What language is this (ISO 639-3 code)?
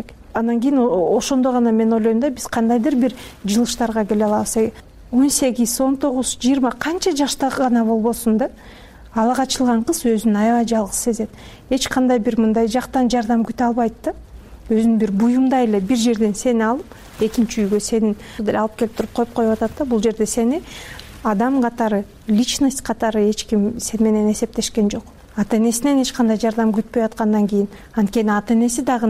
kir